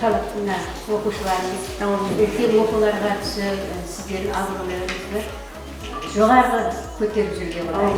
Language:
Kara-Kalpak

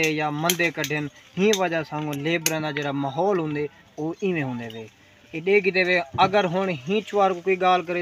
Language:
Saraiki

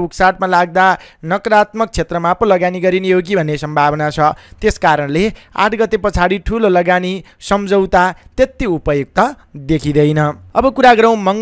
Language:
Nepali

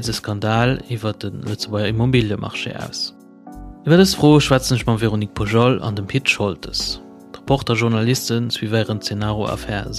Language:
Luxembourgish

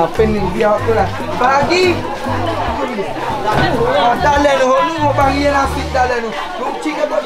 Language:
Malay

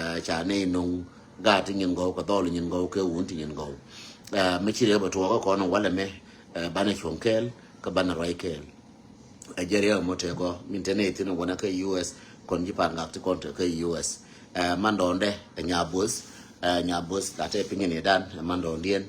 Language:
Nuer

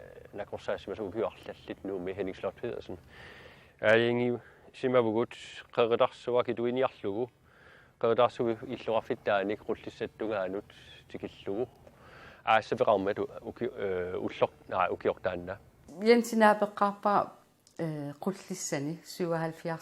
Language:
Kalaallisut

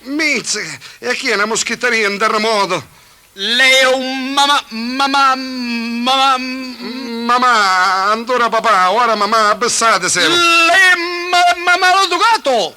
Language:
Neapolitan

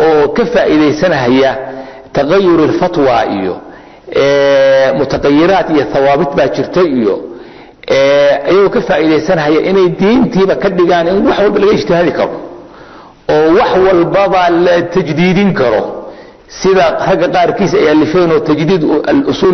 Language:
Somali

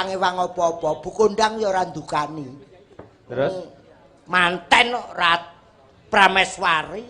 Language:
Javanese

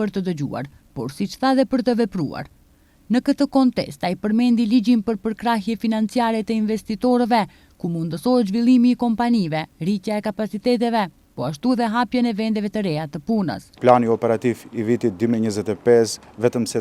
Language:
Albanian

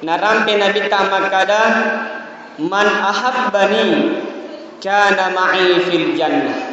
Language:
Buginese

